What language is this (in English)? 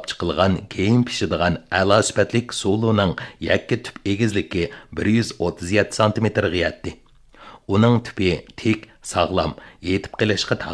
Uyghur